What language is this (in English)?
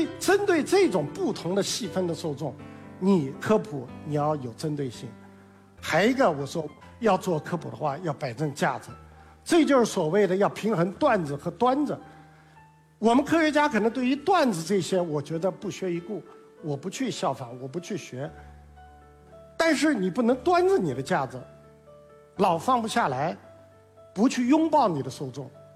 Chinese